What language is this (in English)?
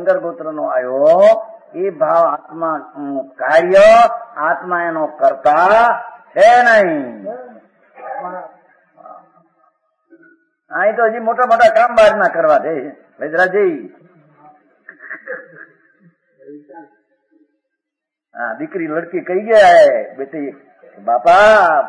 Gujarati